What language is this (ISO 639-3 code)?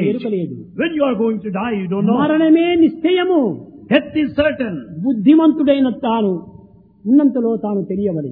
tel